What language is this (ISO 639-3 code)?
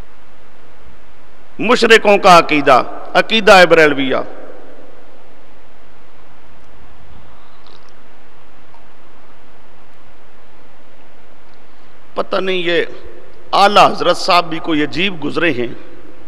urd